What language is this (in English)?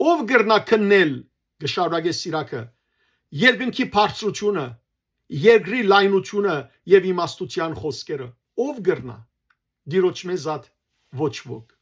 Western Armenian